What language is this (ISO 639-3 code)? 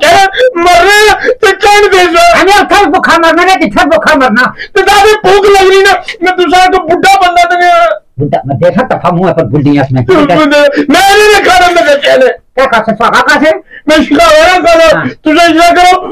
pan